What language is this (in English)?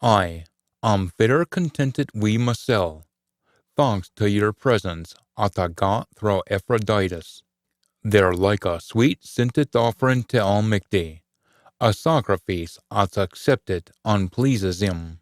Scots